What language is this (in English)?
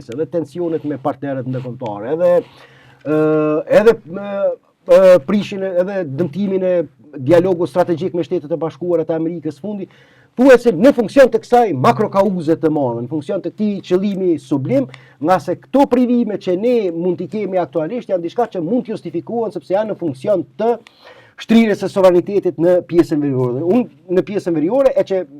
Albanian